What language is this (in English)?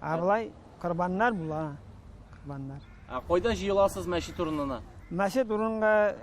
Tatar